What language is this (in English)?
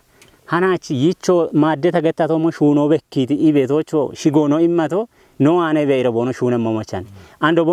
Kafa